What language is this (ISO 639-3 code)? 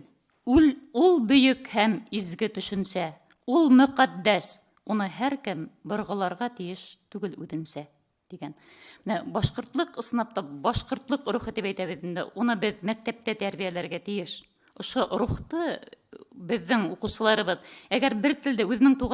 bak